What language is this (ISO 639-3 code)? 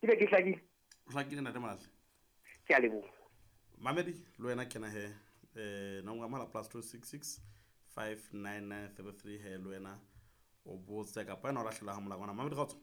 sot